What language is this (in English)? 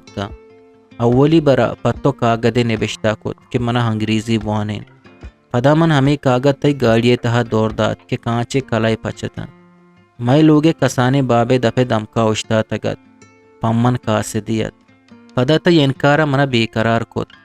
Eastern Balochi